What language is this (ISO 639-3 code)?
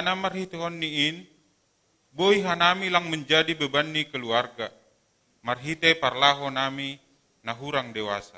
bts